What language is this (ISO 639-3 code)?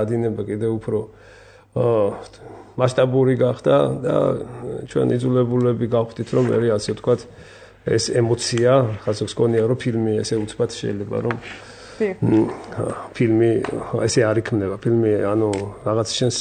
kat